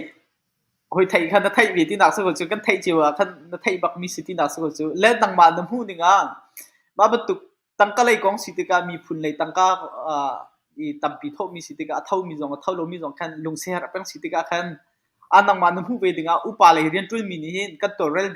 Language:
Hakha Chin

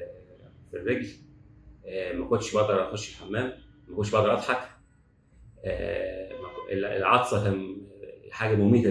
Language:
Egyptian Arabic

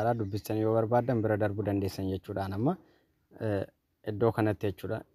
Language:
Oromo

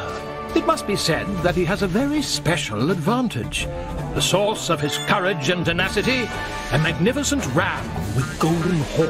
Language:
English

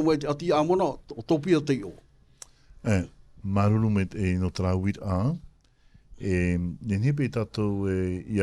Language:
Tahitian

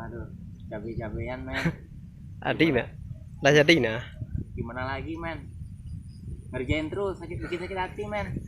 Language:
Minangkabau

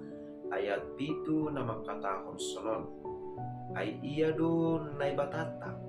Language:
Batak Simalungun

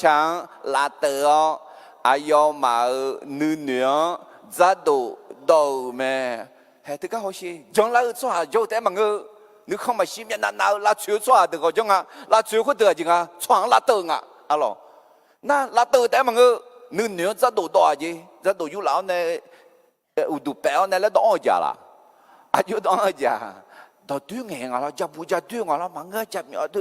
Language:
Akha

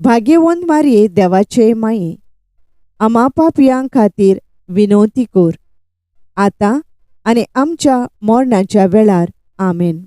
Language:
Konkani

